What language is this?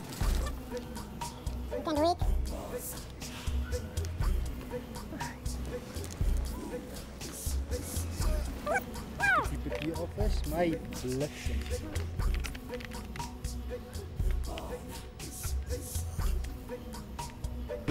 Afrikaans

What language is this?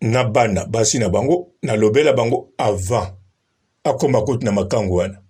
Lingala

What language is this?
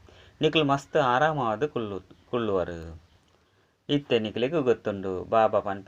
Tulu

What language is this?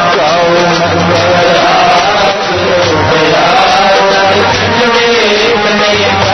Punjabi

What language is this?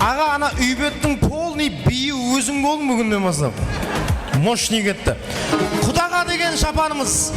Kara-Kalpak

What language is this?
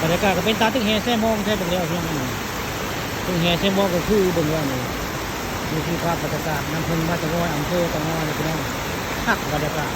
Northeastern Thai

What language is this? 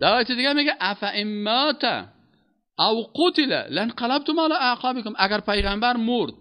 Persian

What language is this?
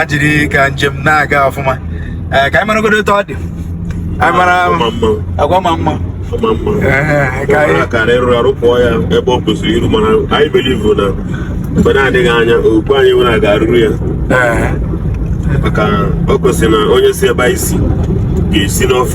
Igbo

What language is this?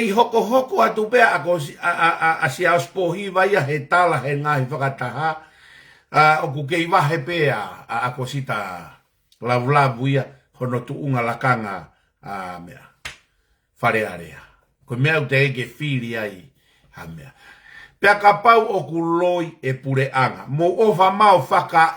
Tongan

